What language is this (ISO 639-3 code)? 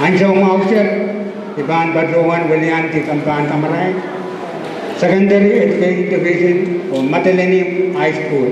pon